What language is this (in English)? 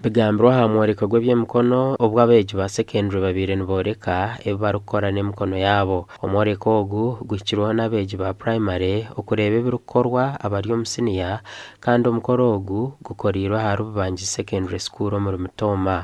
Nyankole